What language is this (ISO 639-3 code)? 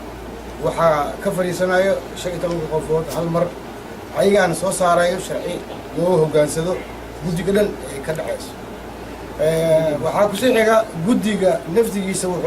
som